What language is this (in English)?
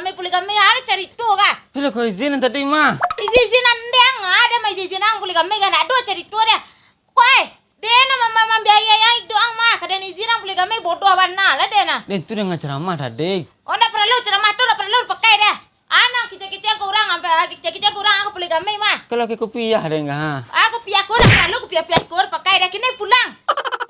Minangkabau